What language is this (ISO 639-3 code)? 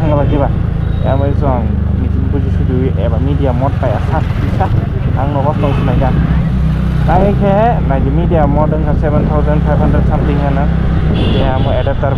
trp